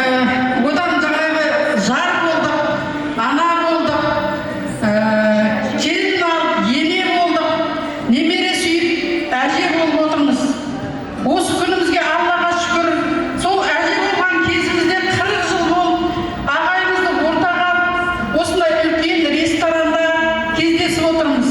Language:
Kara-Kalpak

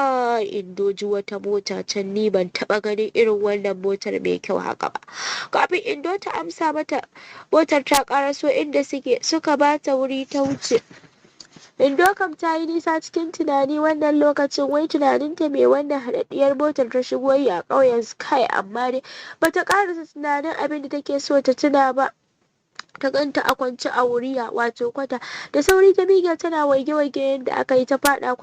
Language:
Hausa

